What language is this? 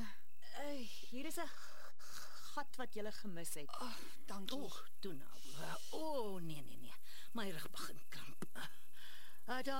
Afrikaans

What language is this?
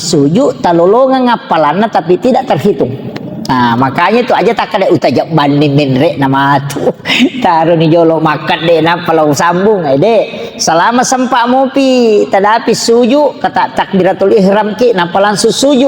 Buginese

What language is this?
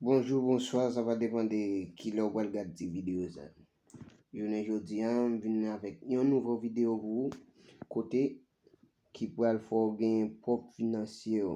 Haitian Creole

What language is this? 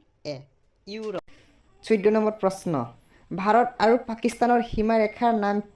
Assamese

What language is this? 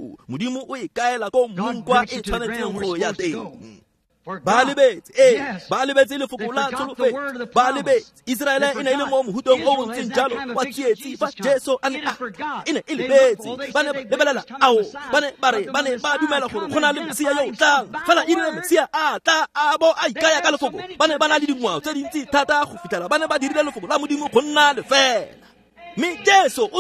Tswana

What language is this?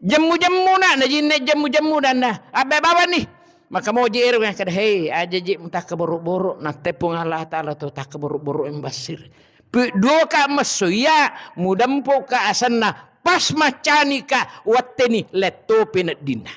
Buginese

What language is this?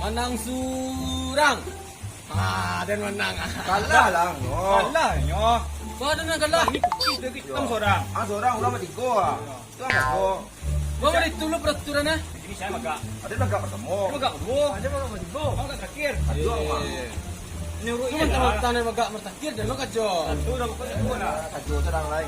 Minangkabau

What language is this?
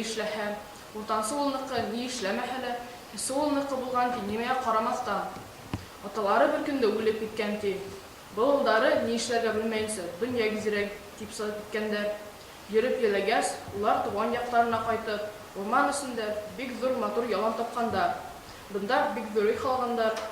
Bashkir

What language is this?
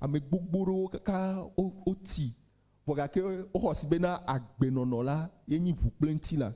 Ewe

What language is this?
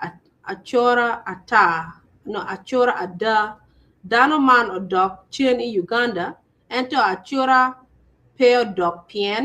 Acoli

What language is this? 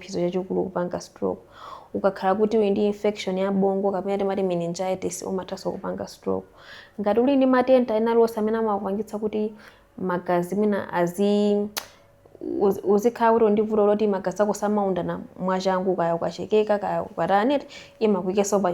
Nyanja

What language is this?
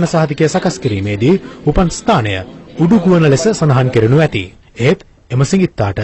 Sinhala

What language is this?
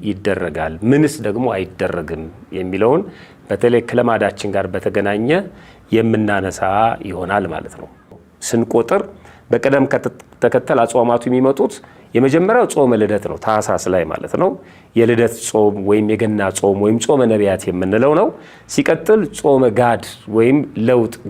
Amharic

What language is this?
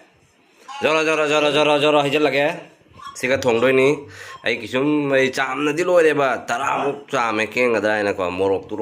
Manipuri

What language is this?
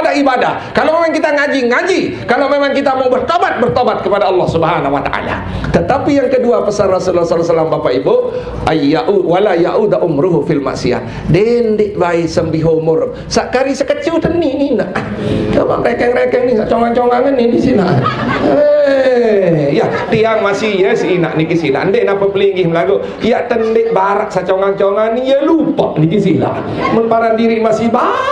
Sasak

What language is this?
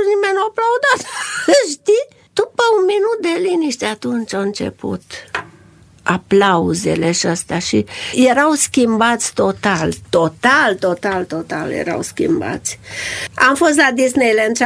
Romanian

